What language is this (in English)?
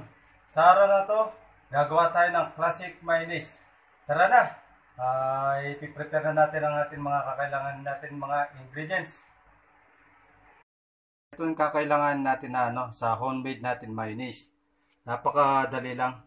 Filipino